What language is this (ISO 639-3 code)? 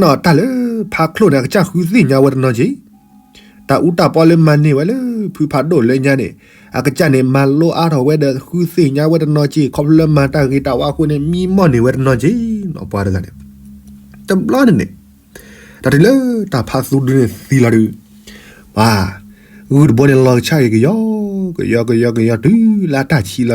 ksw